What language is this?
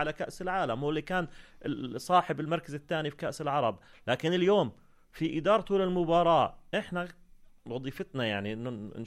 North Levantine Arabic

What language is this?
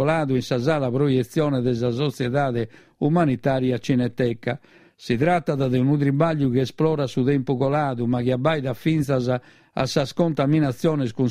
Sardinian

